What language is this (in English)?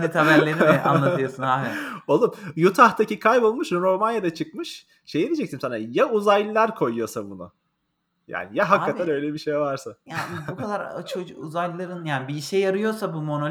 Turkish